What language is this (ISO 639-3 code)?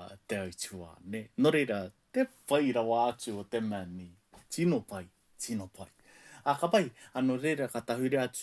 mri